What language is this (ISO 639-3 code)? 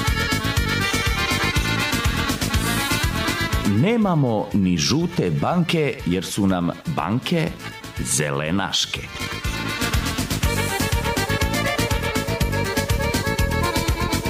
srp